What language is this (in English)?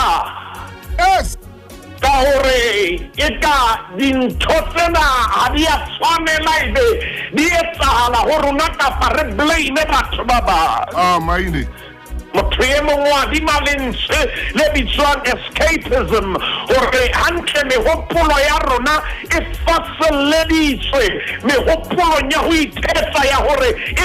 Southern Sotho